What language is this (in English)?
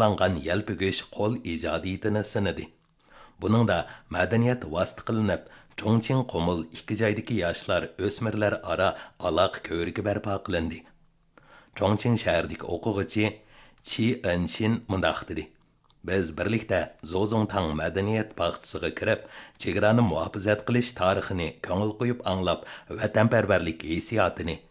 Uyghur